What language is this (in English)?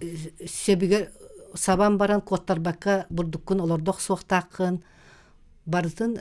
Yakut